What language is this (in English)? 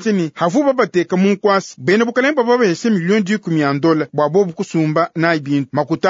Luba-Lulua